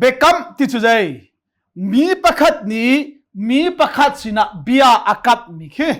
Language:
Hakha Chin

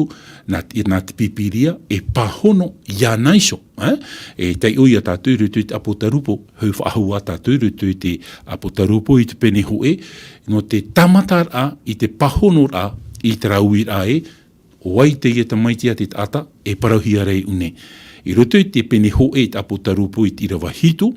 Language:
Tahitian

